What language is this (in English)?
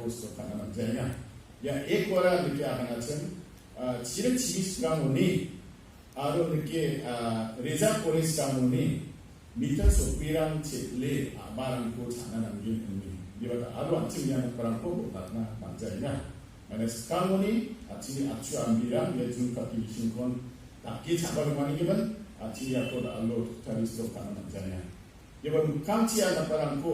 Garo